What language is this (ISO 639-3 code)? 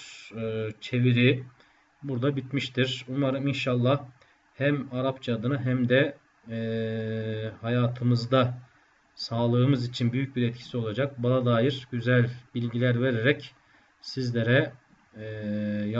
tur